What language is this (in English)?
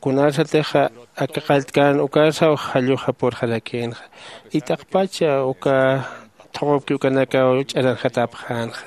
Aymara